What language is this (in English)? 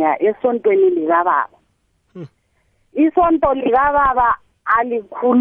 South Ndebele